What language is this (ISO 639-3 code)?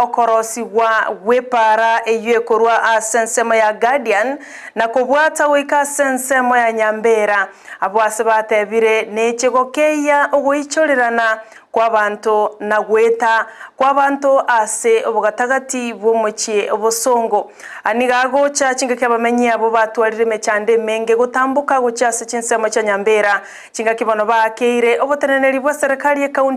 guz